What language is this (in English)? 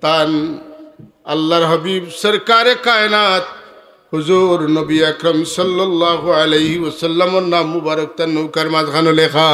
Sylheti